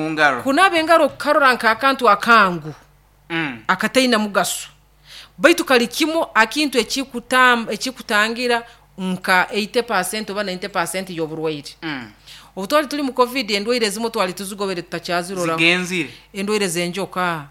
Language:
Nyoro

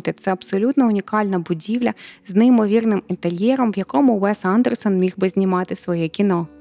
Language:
Ukrainian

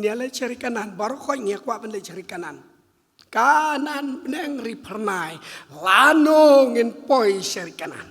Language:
Khasi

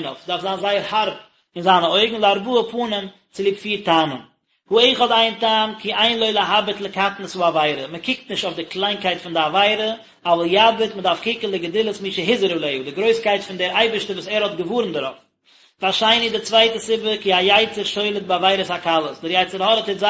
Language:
Yiddish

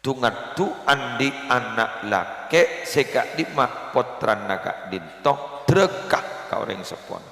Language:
Madurese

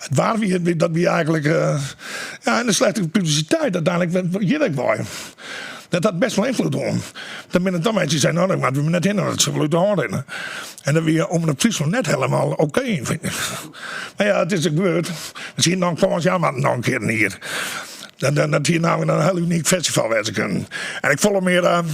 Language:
Western Frisian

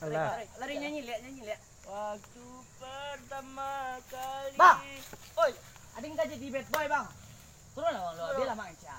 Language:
Minangkabau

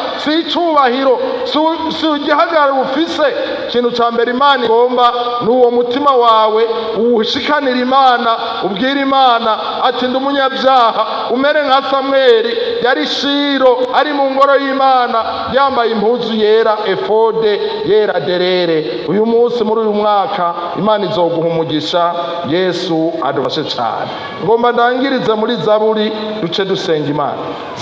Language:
Rundi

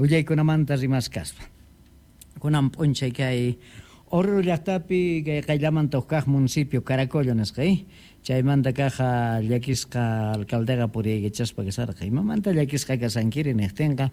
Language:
Quechua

